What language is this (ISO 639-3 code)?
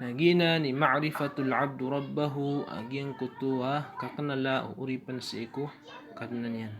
mrw